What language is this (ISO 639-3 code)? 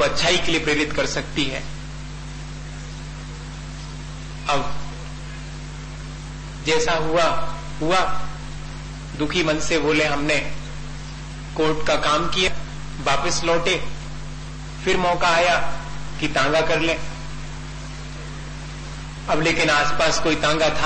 hin